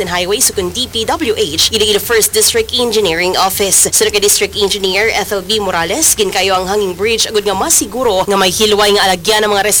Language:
Hiligaynon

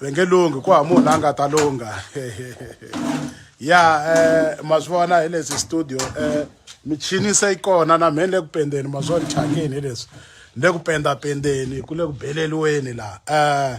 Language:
Tsonga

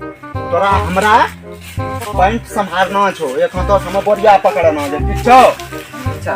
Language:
Maithili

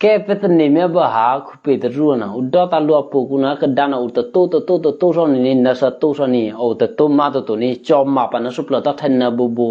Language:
Eastern Kayah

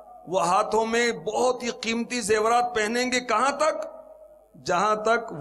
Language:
Urdu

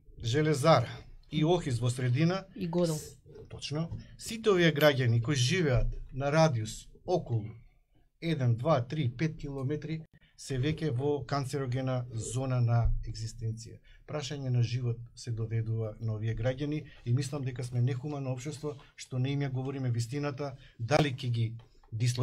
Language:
Macedonian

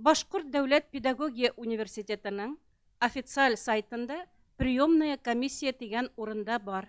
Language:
Bashkir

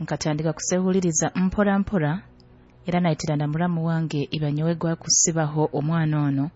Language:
Nyoro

